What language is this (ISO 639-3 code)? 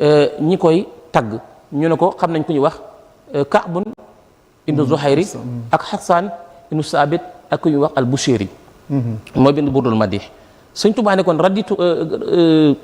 wol